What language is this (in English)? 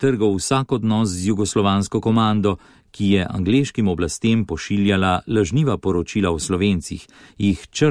Slovenian